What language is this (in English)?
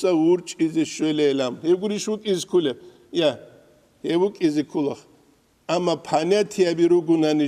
Avaric